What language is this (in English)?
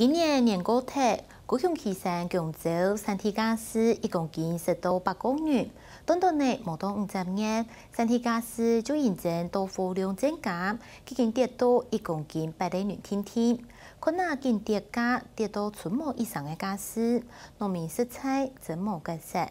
Hakka Chinese